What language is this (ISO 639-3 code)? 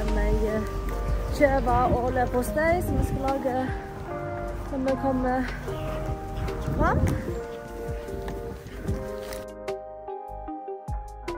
nor